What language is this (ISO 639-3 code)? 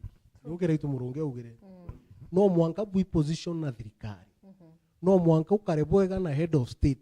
mer